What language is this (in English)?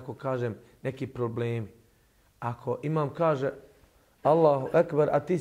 Bosnian